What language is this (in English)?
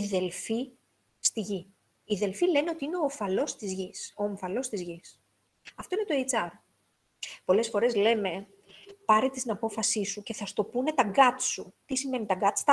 Greek